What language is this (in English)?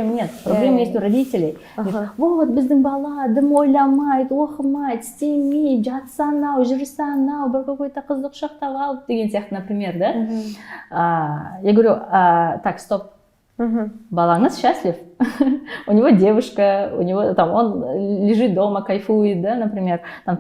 Kazakh